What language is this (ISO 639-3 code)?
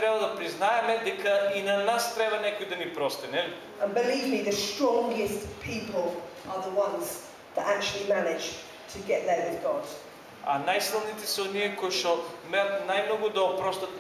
mkd